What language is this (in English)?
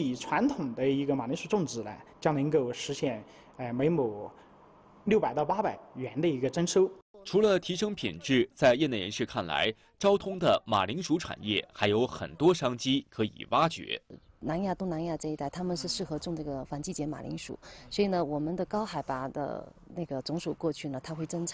Chinese